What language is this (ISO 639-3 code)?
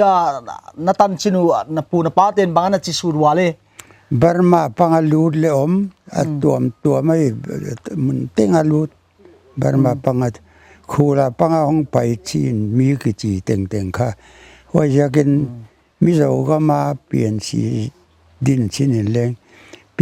pck